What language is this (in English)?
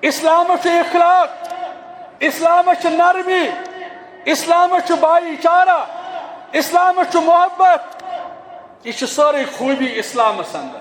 Kashmiri